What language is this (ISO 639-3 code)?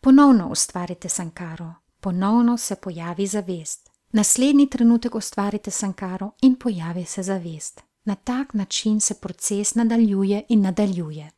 slv